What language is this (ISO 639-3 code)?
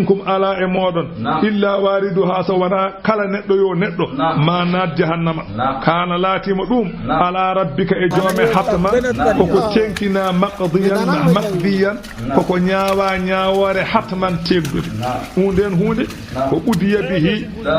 ful